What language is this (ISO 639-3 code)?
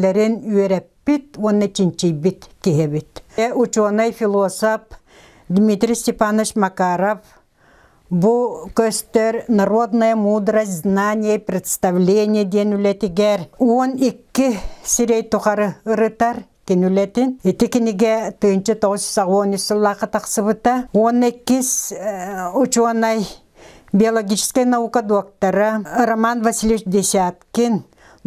sah